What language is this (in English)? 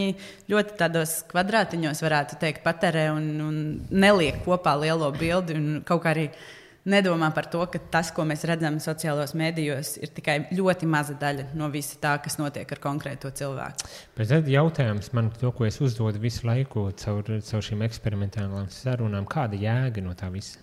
Latvian